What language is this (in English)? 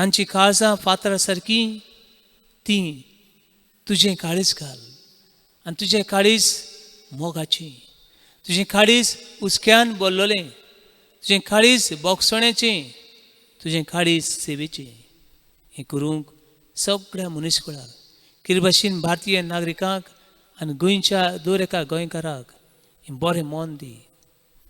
Konkani